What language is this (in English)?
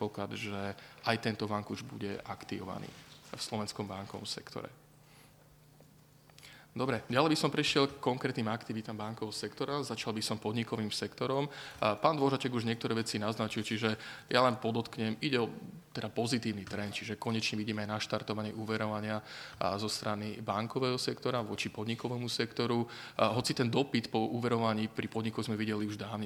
Slovak